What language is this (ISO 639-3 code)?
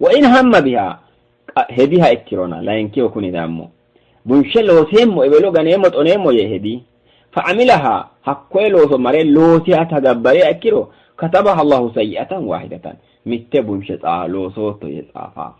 sid